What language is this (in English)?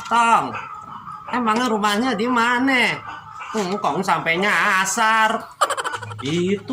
Betawi